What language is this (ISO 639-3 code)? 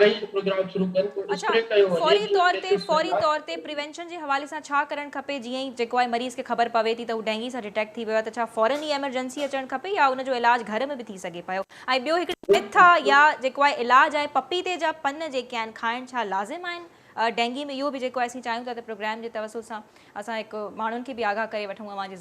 snd